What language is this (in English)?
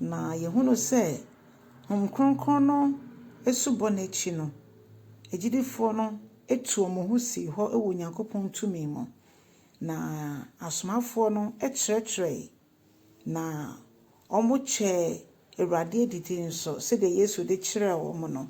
Akan